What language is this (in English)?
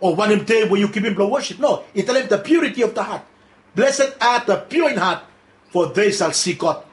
Bislama